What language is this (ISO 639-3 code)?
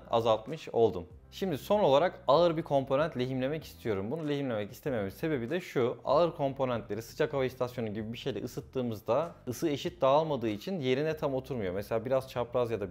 tur